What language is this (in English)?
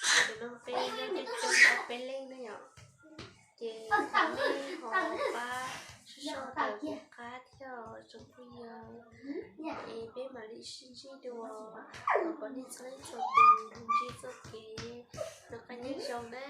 Hmong